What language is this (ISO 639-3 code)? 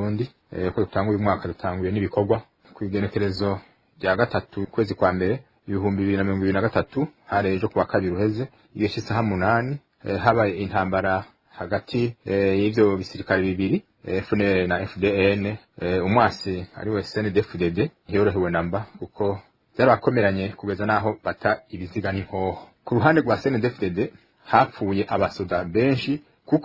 run